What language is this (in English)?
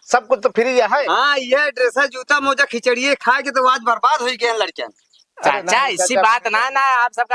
Awadhi